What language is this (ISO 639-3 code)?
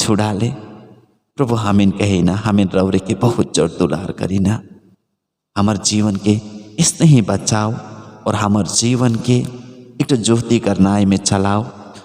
sck